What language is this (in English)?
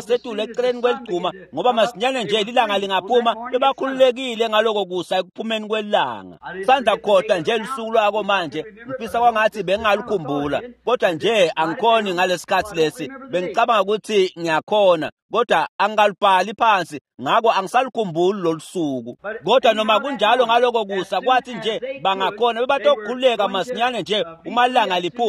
Swati